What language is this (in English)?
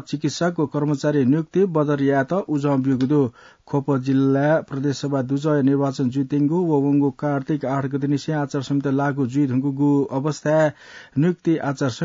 Newari